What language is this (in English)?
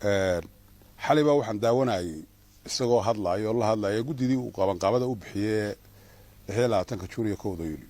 Somali